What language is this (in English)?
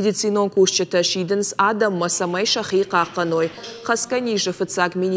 Ossetic